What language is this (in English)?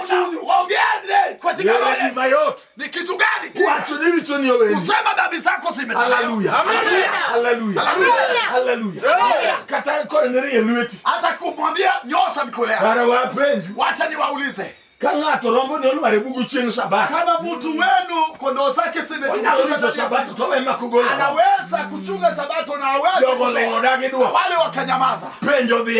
Luo (Kenya and Tanzania)